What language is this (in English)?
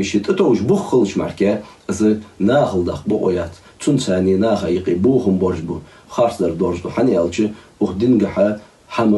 Ingush